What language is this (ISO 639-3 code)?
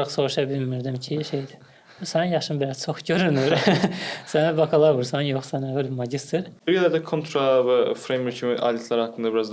aze